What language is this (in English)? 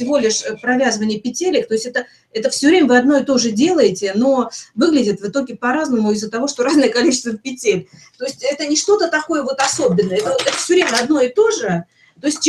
Russian